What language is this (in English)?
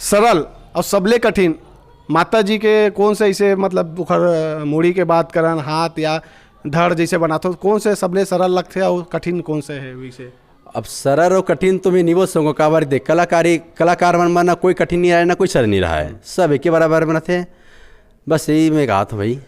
Chhattisgarhi